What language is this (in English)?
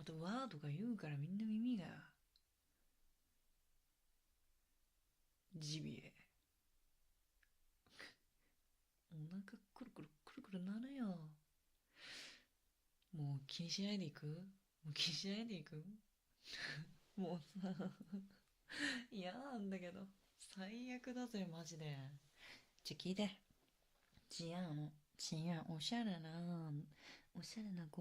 Japanese